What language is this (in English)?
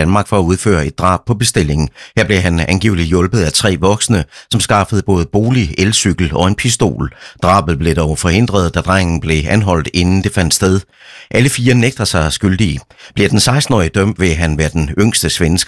Danish